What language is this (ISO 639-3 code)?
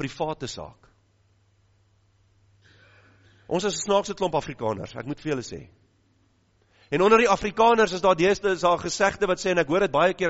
afr